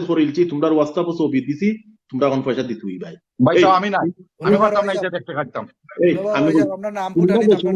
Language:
Sylheti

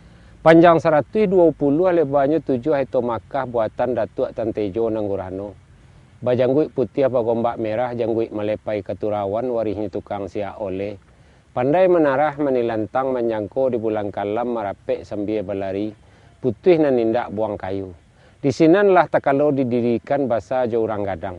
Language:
Minangkabau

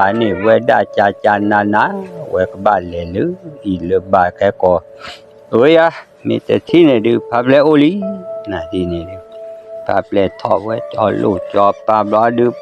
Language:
S'gaw Karen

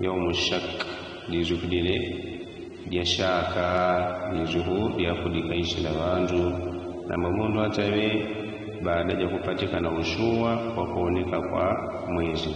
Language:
Yao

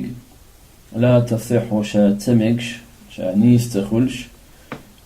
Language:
Chechen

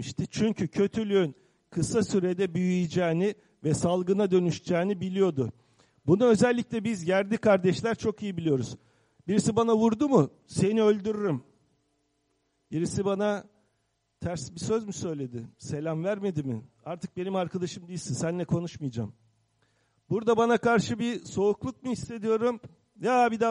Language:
Turkish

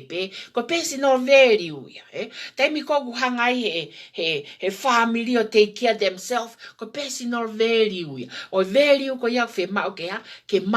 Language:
Tongan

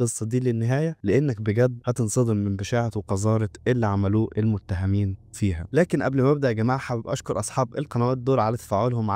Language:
Egyptian Arabic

